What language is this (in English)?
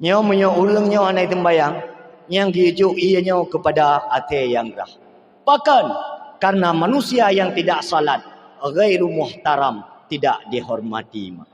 Achinese